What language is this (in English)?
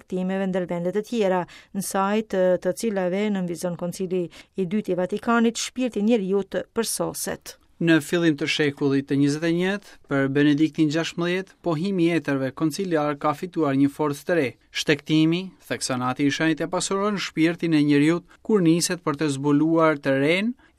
Albanian